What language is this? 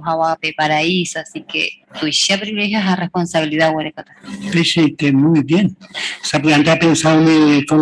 Guarani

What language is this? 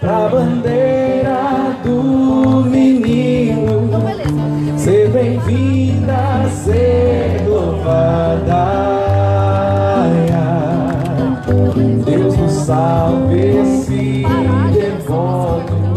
Portuguese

